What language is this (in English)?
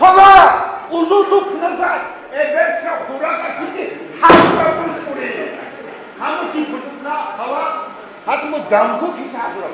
Tabassaran